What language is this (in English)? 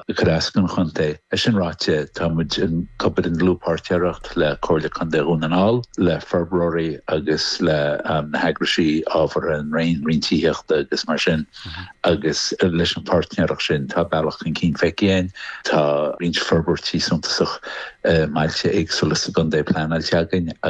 Irish